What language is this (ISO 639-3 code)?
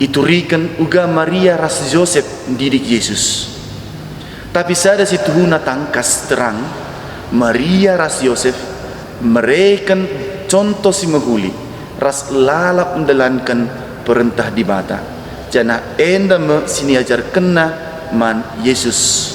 btx